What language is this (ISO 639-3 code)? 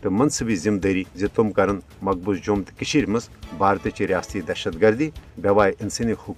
kas